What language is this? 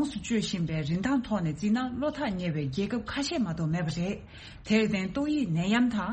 Tibetan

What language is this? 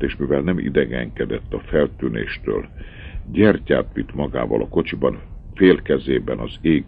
Hungarian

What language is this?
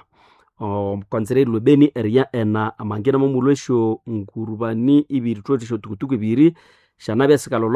Nande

